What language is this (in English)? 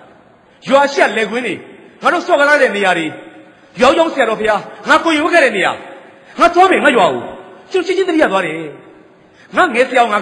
Burmese